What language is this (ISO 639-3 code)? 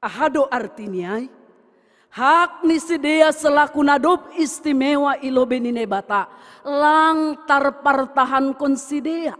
bts